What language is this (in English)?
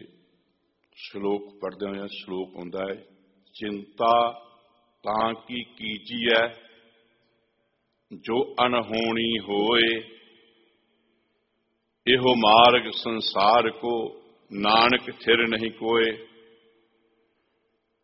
Punjabi